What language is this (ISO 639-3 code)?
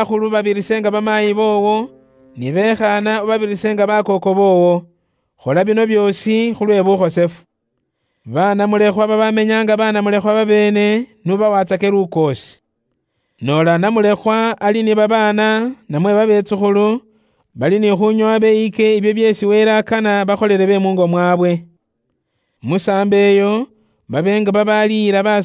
luy